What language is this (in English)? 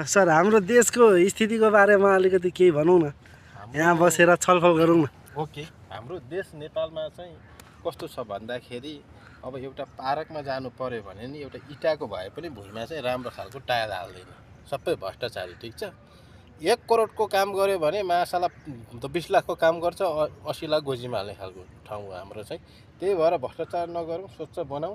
Nepali